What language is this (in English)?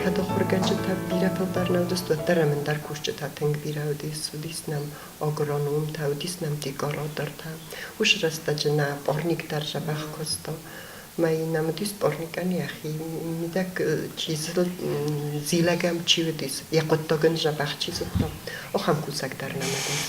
Ossetic